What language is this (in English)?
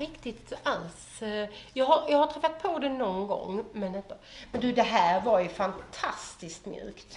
Swedish